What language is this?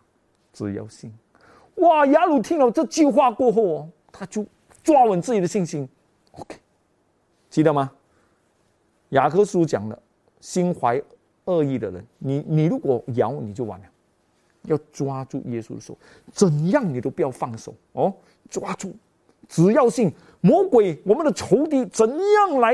Chinese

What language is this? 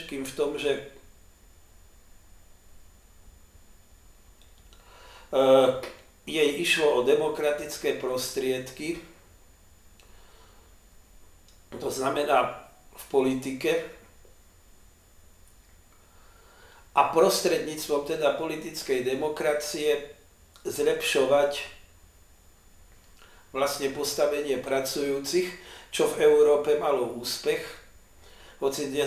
Slovak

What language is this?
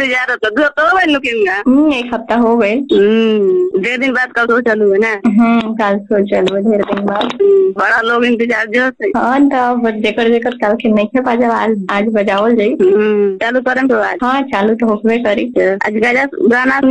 Bhojpuri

